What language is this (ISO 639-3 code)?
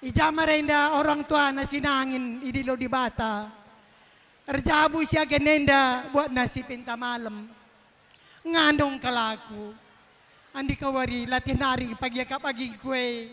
btx